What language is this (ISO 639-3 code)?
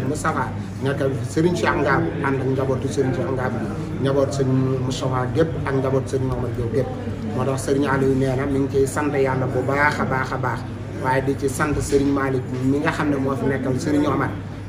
wol